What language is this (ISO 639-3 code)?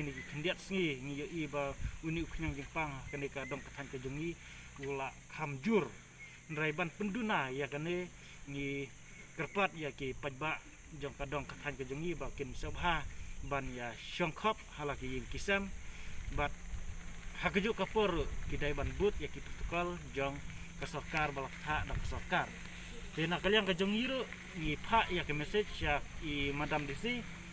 kha